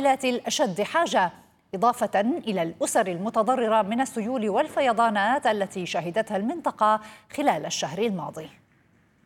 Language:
Arabic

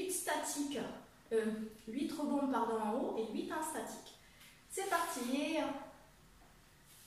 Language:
French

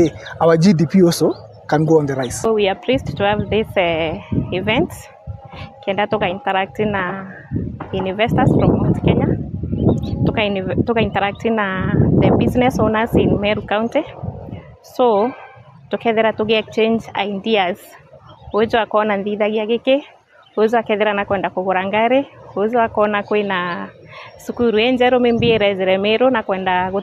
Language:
Meru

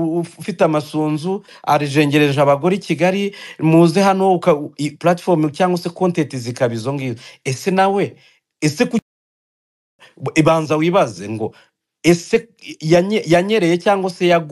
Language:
Kinyarwanda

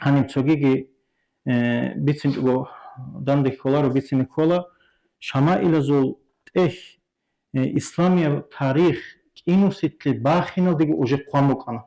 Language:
Avaric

